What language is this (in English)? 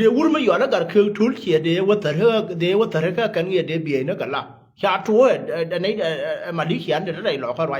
Nuer